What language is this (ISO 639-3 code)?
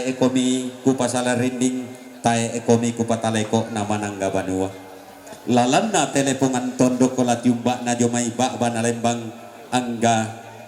sda